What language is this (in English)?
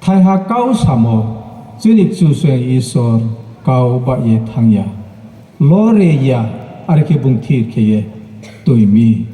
Riang (India)